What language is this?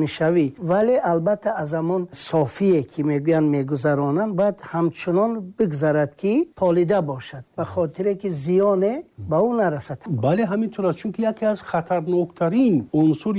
Tajik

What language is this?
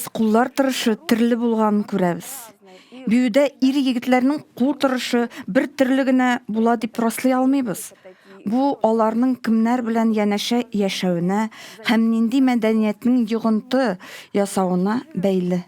Tatar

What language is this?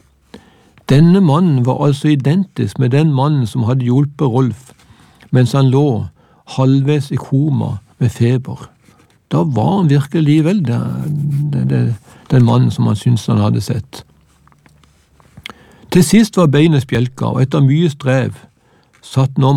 Norwegian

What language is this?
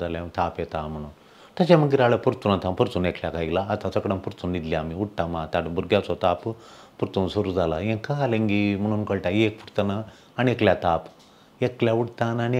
Konkani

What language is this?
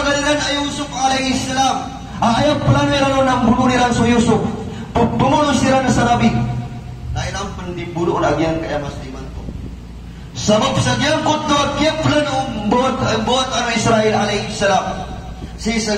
Maranao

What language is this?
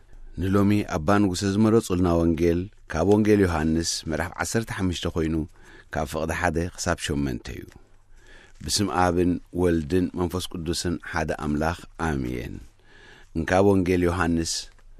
Tigrinya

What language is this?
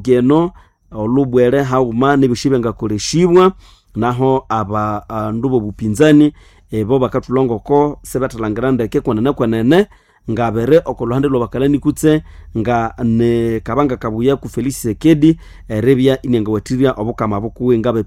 Nande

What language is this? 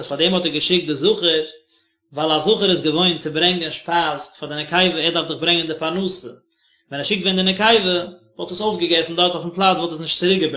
Yiddish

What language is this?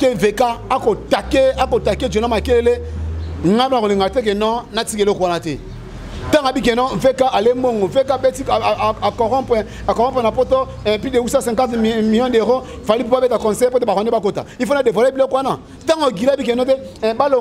Lingala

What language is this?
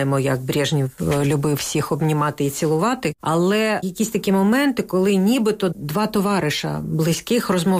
Ukrainian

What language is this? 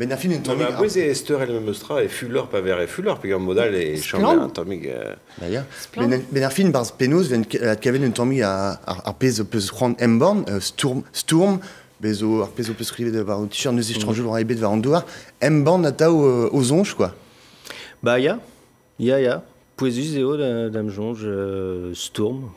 Breton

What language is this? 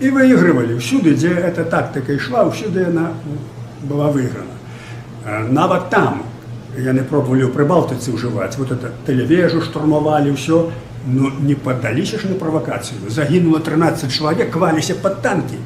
Belarusian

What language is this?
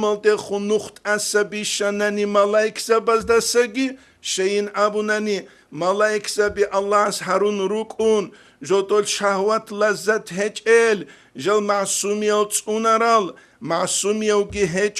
Avaric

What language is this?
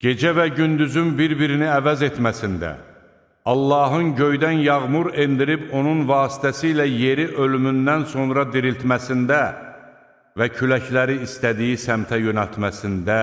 Azerbaijani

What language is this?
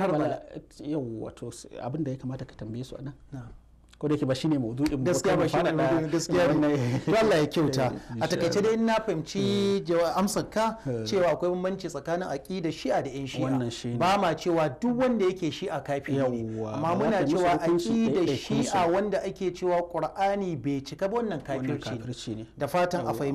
Hausa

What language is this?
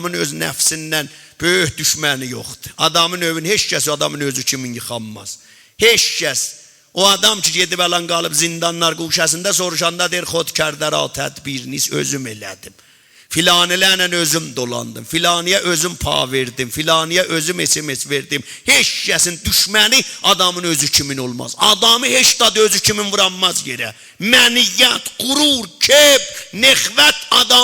South Azerbaijani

